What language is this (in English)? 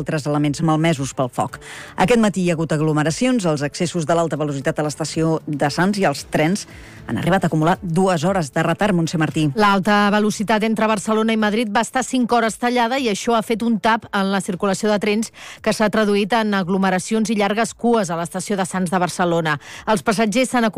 Catalan